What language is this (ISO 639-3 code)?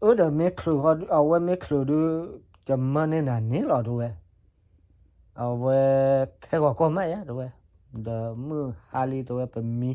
ksw